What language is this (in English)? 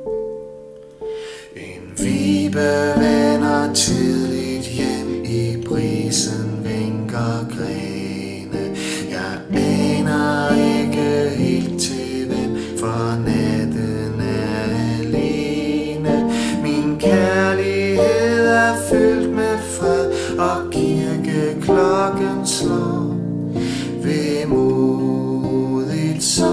Danish